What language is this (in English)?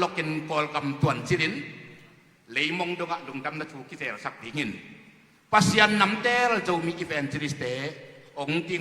Tedim Chin